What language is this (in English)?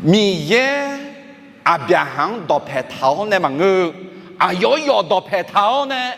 Akha